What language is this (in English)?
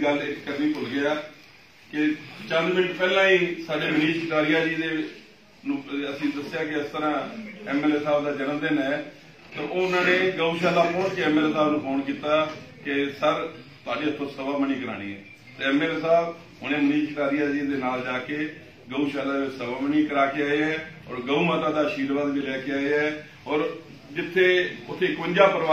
Punjabi